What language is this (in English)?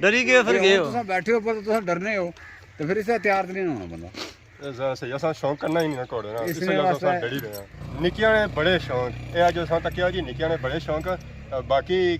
Pahari-Potwari